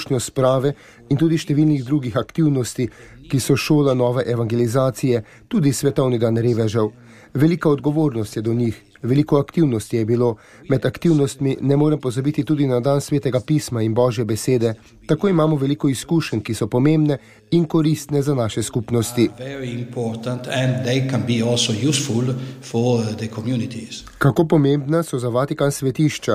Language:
Slovenian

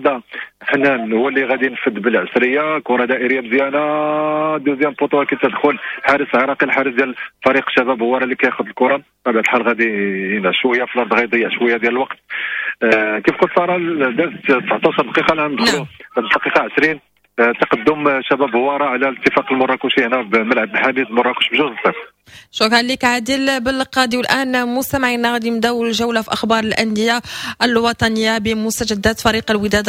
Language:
Moroccan Arabic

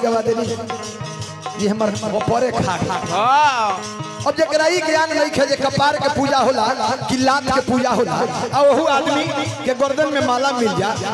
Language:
Bhojpuri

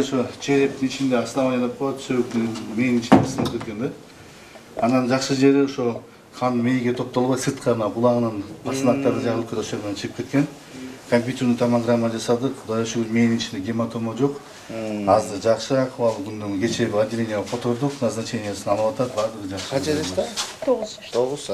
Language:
Kyrgyz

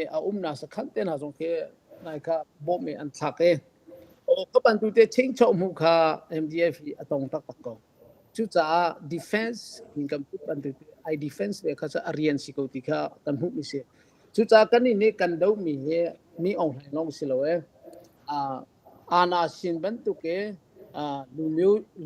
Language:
Hakha Chin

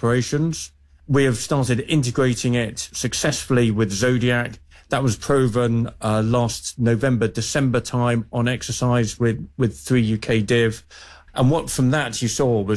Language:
English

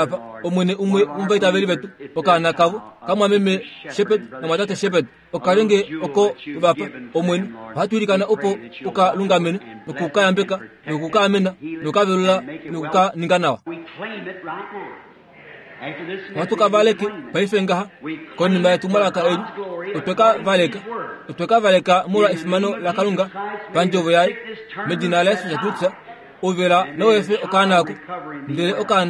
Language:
Kuanyama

